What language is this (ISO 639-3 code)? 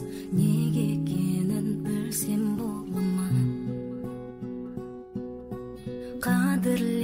kaz